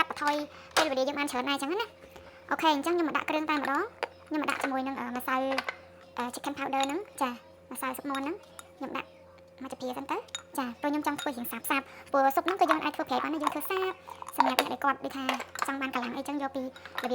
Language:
Khmer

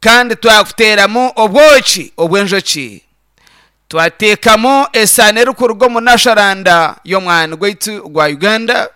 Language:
Nyankole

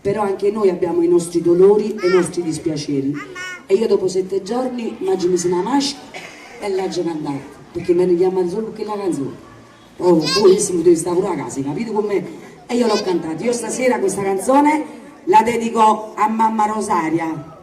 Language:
Neapolitan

